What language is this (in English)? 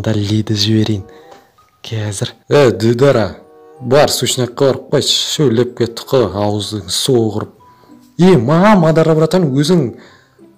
Kazakh